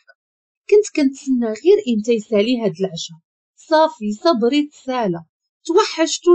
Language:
Moroccan Arabic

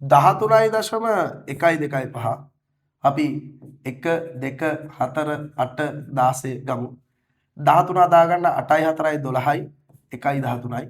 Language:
Sinhala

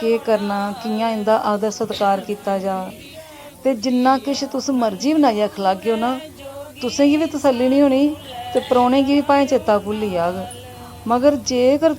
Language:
Dogri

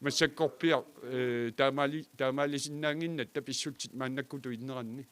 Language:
Kalaallisut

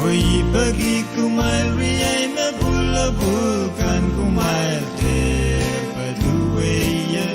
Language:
Pohnpeian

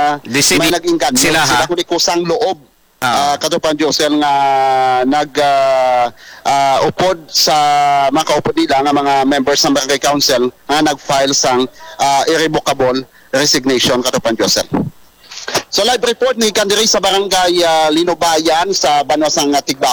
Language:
Hiligaynon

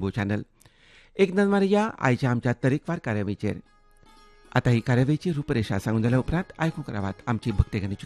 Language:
Konkani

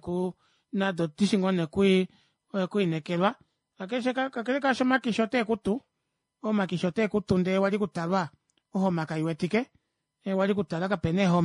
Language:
Kuanyama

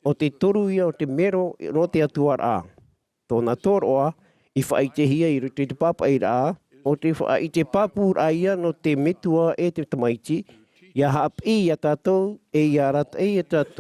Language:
Tahitian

